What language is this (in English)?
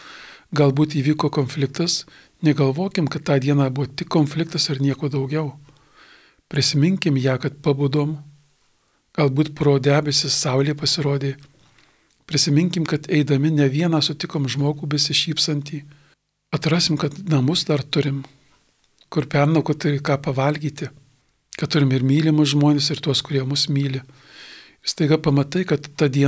Lithuanian